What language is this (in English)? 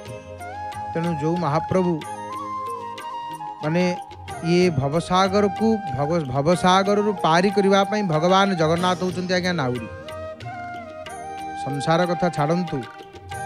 Odia